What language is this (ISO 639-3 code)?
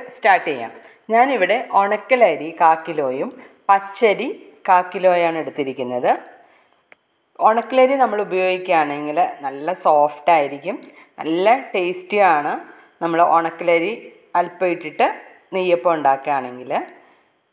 mal